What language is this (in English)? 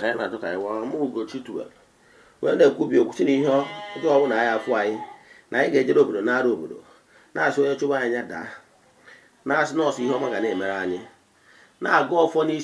Igbo